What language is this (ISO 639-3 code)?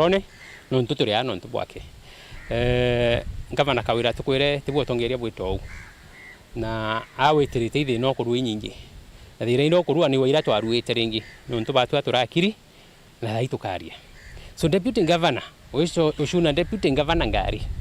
mer